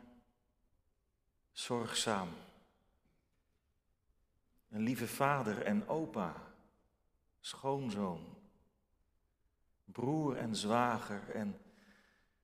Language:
Dutch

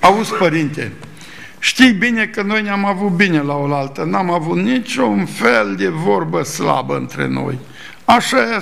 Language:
Romanian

